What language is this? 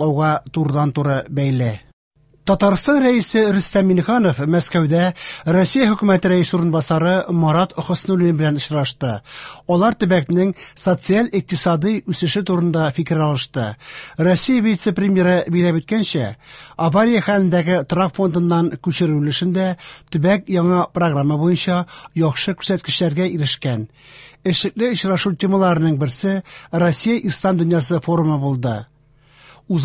Tatar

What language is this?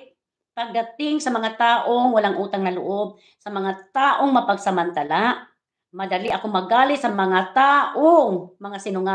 Filipino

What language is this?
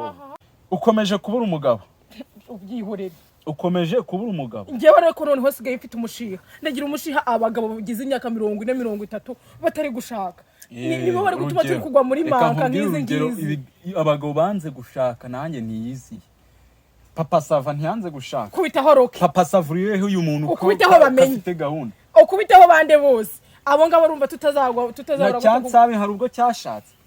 Kinyarwanda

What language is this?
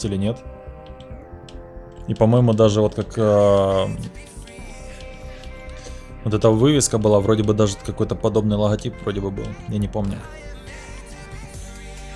Russian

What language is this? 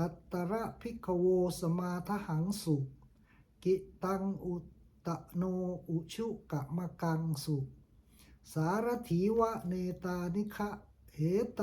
Pali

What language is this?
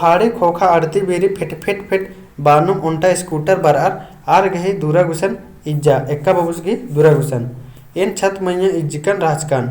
Kurukh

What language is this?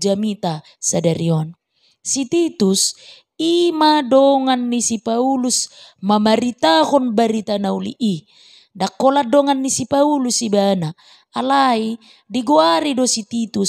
Batak Toba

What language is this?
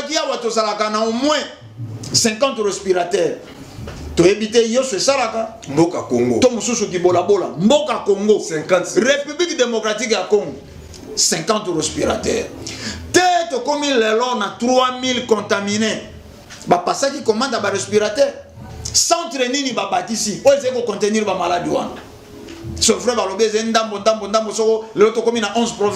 Lingala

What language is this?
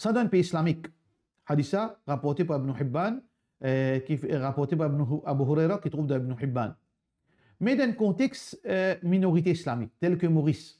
Morisyen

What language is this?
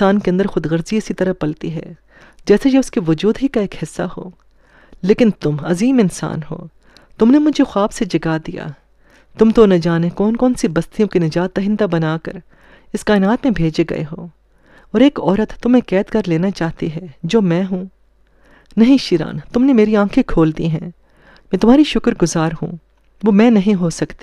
Urdu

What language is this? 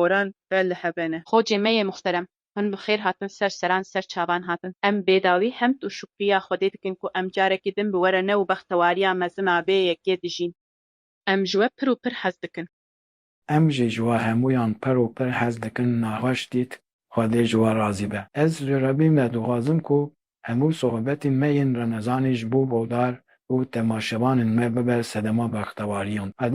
Kurdish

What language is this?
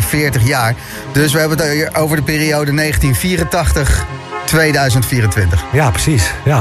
Dutch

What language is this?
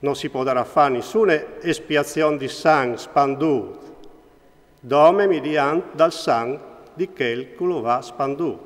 Friulian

